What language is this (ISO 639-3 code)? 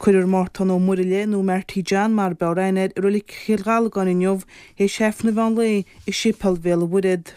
gle